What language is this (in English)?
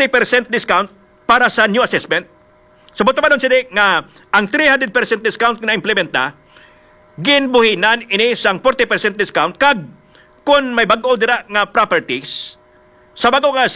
Hiligaynon